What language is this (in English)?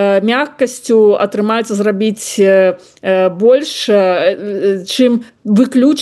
Belarusian